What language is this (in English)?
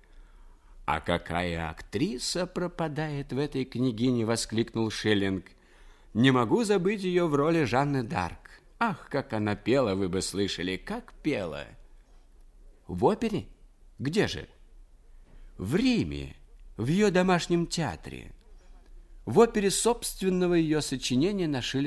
Russian